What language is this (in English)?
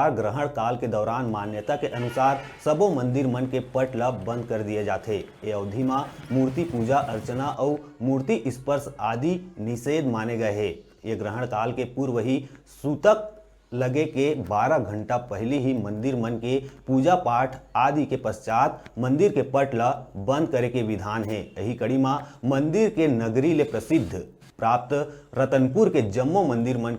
Chhattisgarhi